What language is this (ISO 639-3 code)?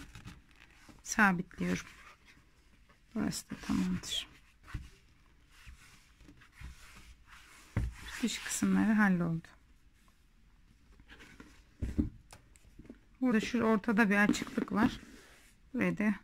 tur